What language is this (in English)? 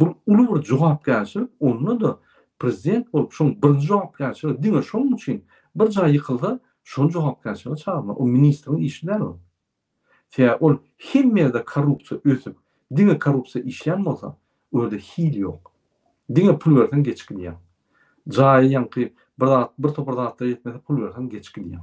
Turkmen